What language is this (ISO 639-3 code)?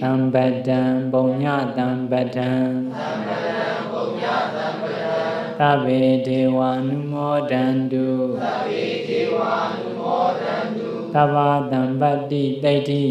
mya